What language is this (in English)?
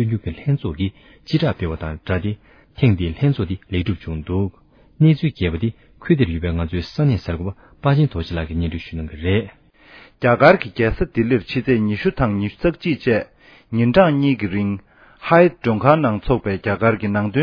Tibetan